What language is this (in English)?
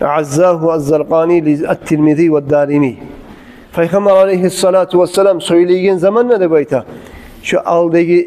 Kumyk